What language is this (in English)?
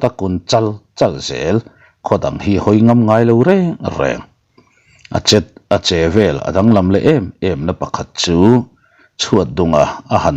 Mizo